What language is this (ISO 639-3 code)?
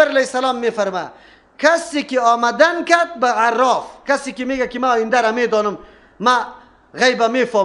fas